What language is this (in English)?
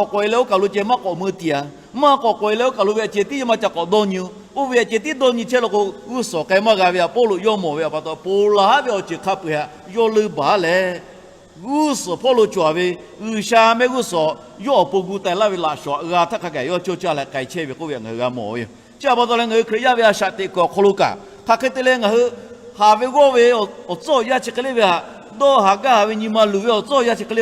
Lahu